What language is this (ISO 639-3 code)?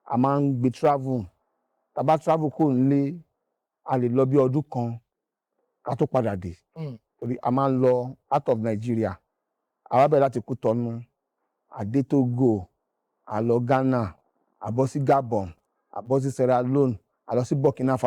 yor